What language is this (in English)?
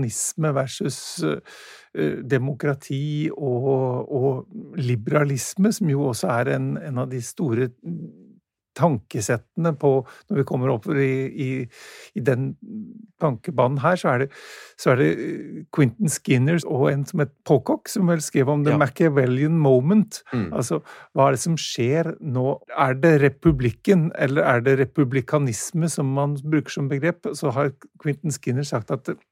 Norwegian